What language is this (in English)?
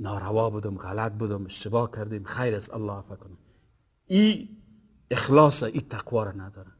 Persian